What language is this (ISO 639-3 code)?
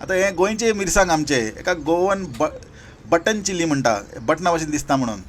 kok